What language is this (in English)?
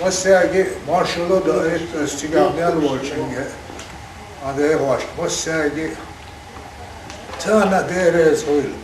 Chechen